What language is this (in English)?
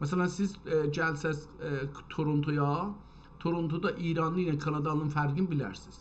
South Azerbaijani